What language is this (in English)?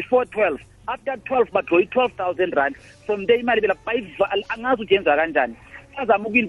South Ndebele